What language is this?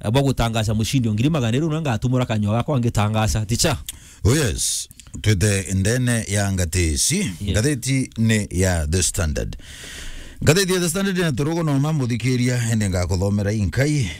Meru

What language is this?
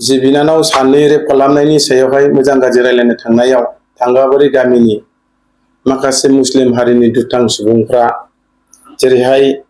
Bodo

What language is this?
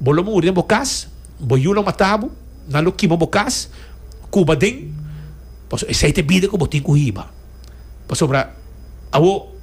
Papiamento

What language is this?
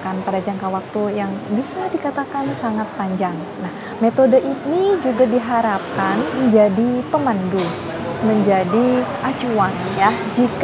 Indonesian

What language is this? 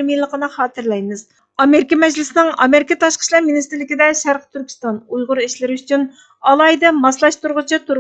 Uyghur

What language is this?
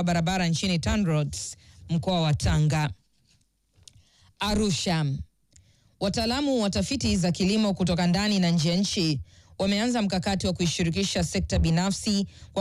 Swahili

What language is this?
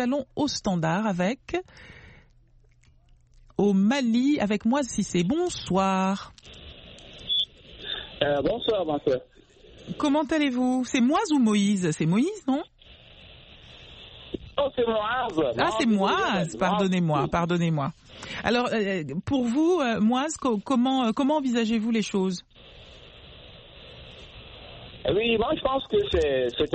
French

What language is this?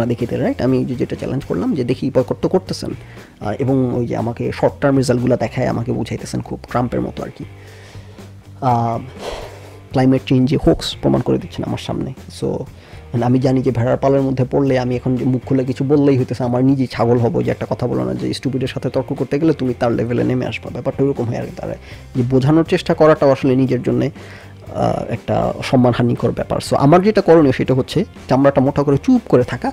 Bangla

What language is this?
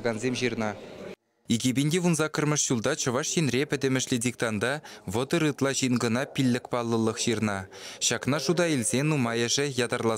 Chuvash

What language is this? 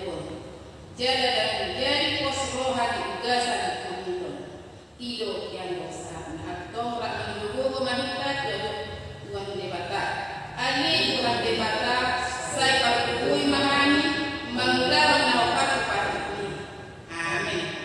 Batak Toba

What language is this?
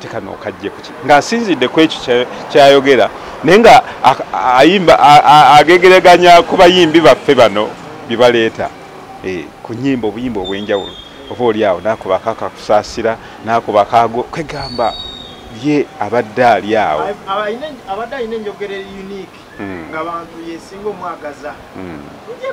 Ganda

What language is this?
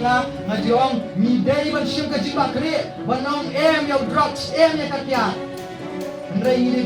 Khasi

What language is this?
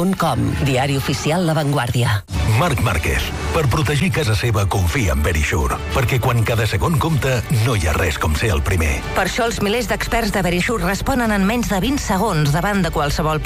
Catalan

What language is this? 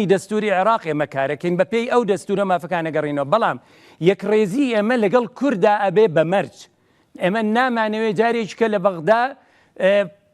Central Kurdish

